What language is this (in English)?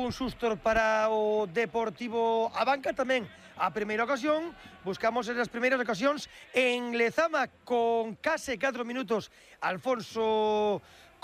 Galician